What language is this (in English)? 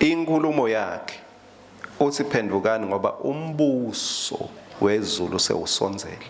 Swati